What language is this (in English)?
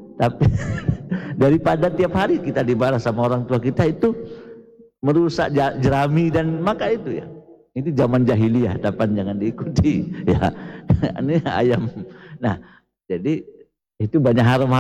Indonesian